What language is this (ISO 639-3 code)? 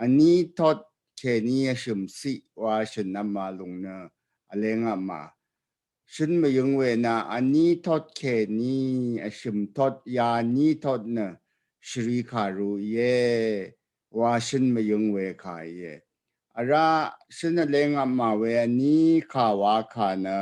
raw